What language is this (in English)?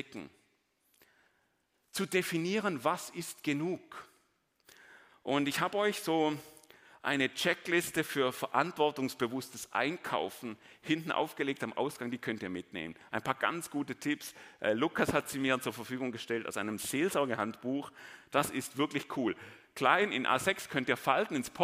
German